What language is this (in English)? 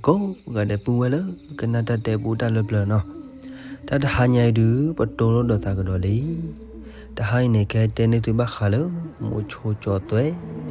S'gaw Karen